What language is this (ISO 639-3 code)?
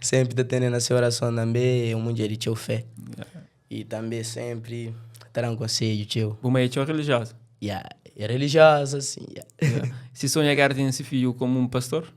kea